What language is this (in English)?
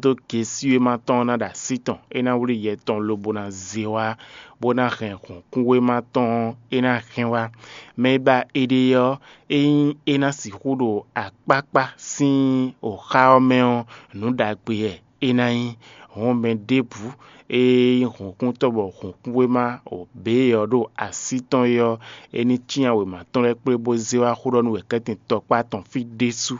Fon